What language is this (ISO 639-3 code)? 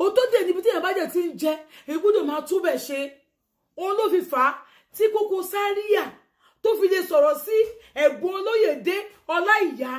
yor